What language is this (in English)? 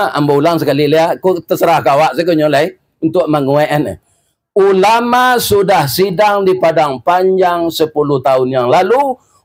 Minangkabau